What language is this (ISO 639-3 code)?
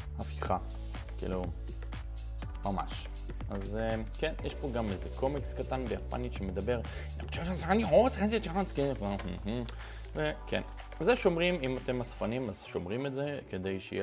heb